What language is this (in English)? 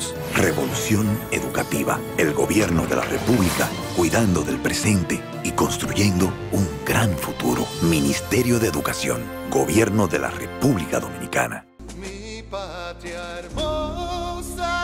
Spanish